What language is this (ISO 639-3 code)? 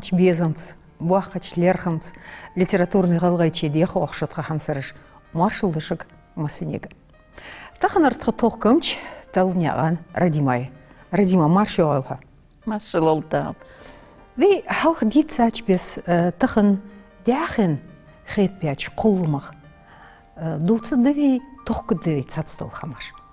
inh